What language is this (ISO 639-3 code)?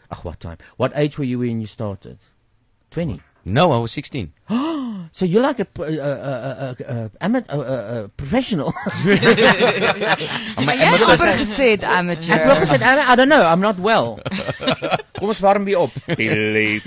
afr